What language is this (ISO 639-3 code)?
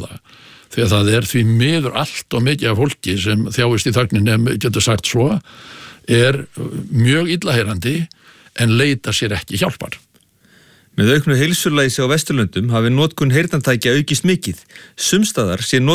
isl